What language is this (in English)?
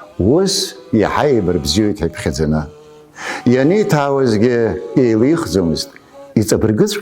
Abkhazian